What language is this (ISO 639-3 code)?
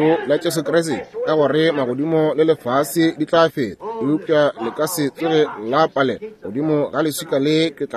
nso